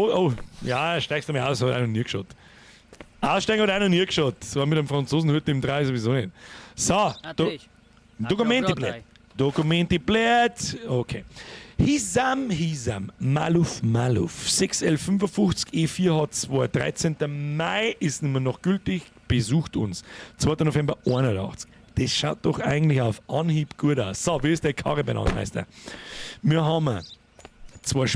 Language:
Bavarian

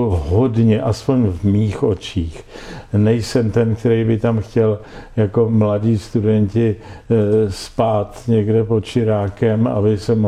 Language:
Czech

